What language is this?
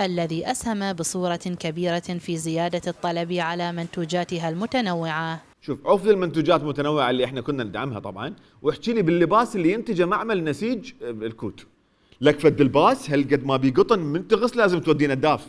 Mesopotamian Arabic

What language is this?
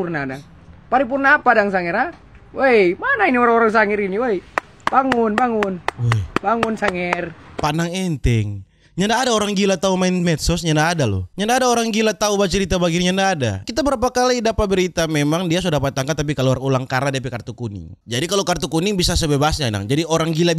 Manado Malay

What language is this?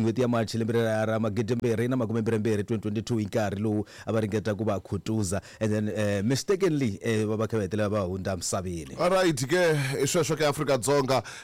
Tsonga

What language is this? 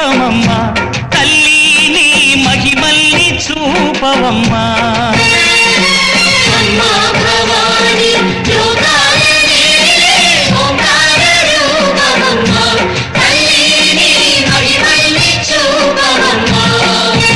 Telugu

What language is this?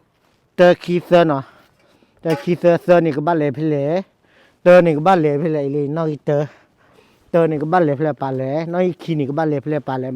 S'gaw Karen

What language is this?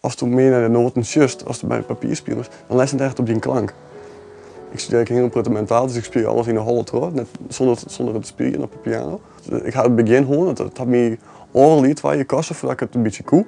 Western Frisian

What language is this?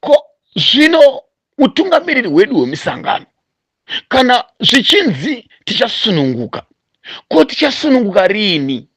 Shona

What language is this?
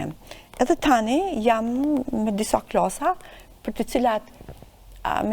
Albanian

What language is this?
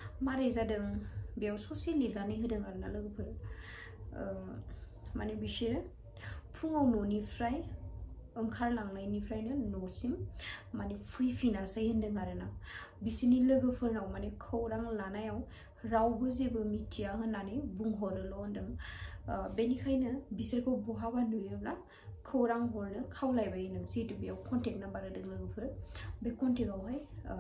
Bodo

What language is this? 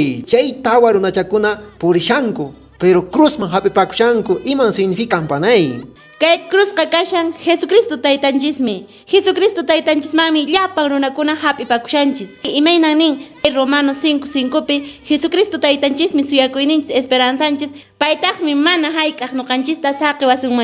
Quechua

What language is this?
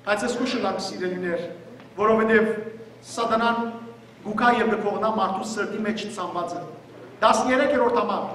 Western Armenian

